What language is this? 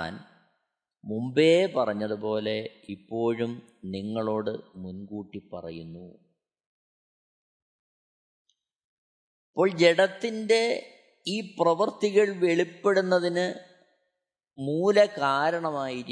Malayalam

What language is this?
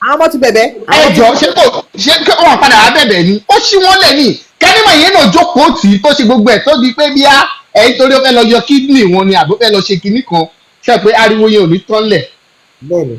Yoruba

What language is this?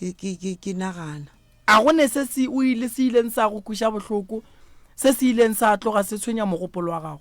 Northern Sotho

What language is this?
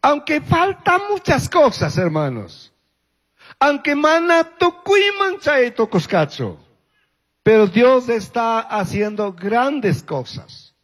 Chimborazo Highland Quichua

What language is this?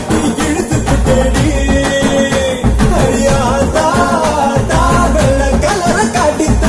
Tamil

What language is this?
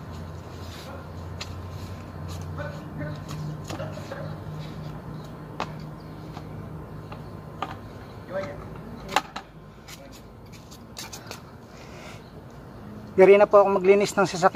Filipino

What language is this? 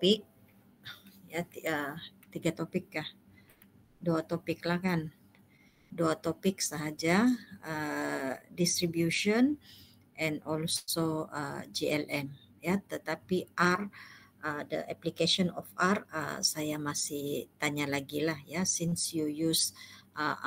Malay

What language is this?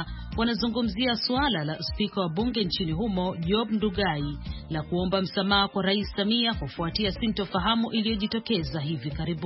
Swahili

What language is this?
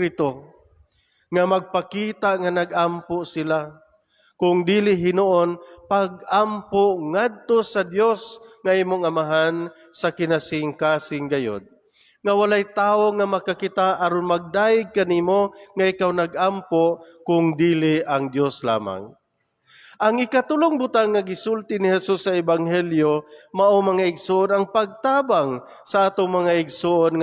Cebuano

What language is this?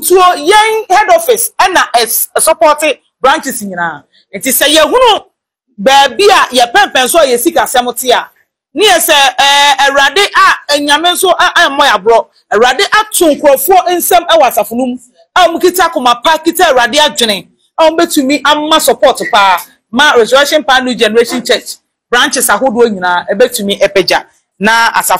Akan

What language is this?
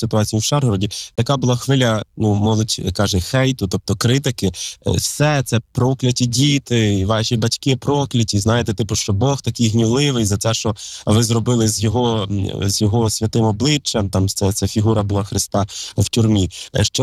Ukrainian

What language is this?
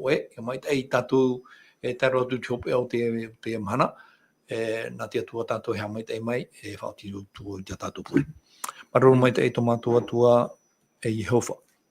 Tahitian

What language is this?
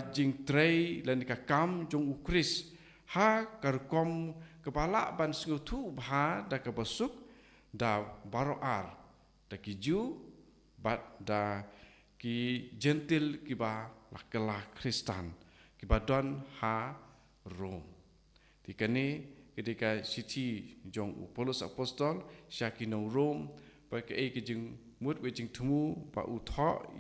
Khasi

